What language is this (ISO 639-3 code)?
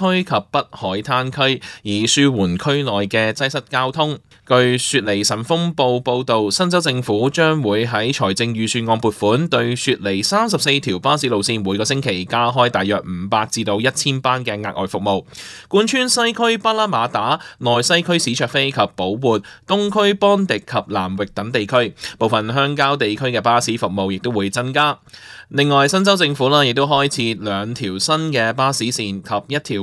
yue